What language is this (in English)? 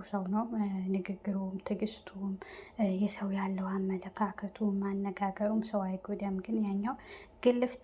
Amharic